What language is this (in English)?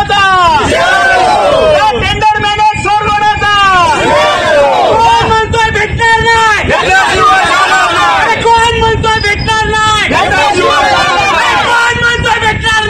Marathi